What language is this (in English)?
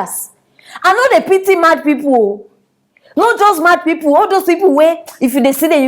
Nigerian Pidgin